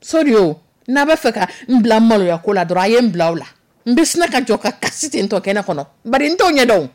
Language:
Dyula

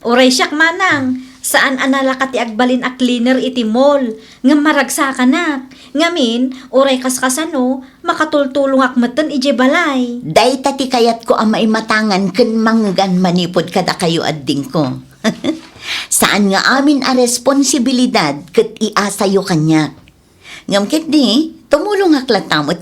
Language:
Iloko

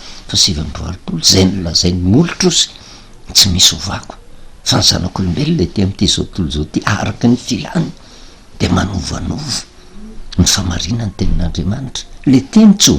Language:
Malagasy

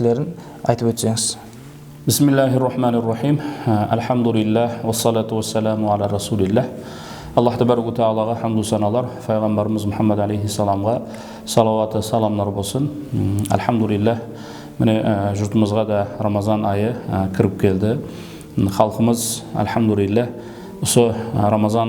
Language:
Kara-Kalpak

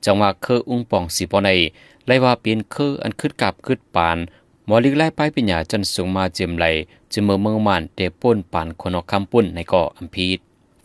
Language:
Shan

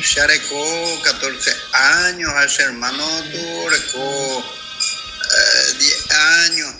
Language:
Guarani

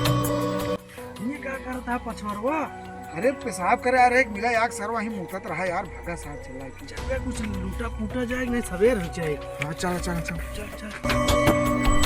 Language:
Awadhi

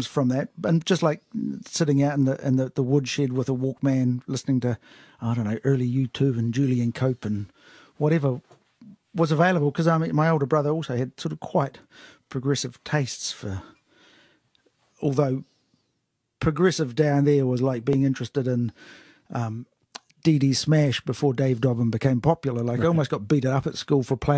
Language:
English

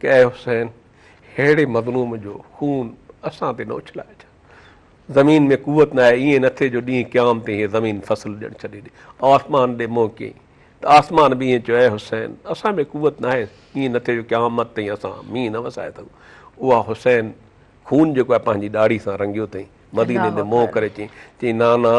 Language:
Sindhi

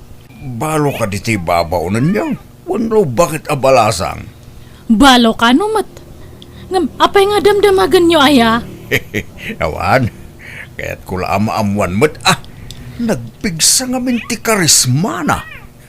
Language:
Iloko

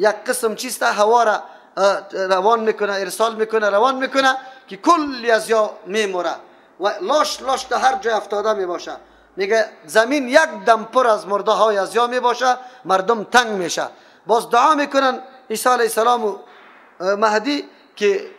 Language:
Persian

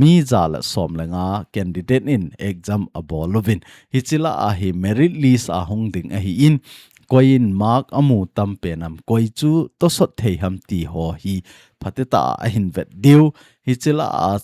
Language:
Thado Chin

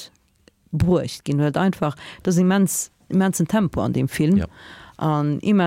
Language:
Luxembourgish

